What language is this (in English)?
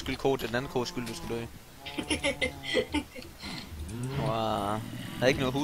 Danish